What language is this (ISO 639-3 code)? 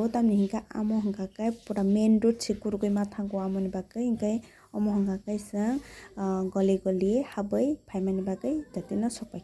trp